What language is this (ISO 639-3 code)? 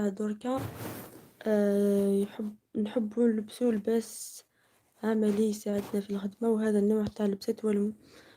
arq